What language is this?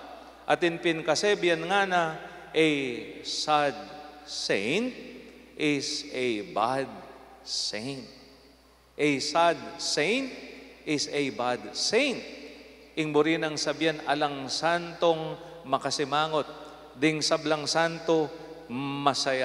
Pampanga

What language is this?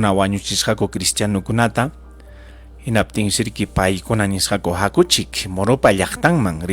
Ayacucho Quechua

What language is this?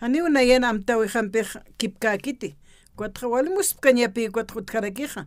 Aymara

